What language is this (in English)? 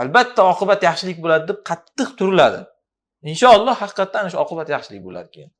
Uzbek